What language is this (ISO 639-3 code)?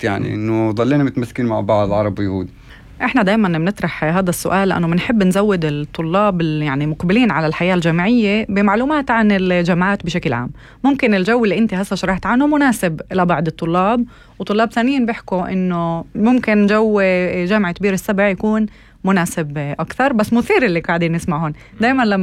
apc